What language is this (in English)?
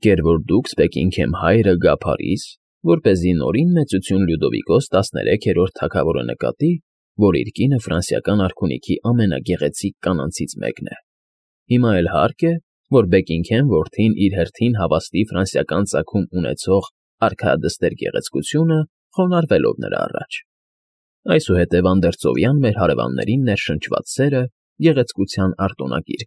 Armenian